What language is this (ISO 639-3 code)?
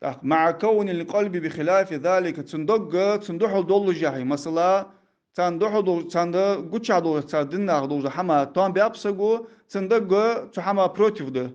inh